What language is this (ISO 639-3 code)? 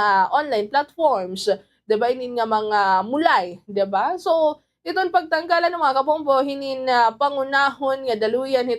war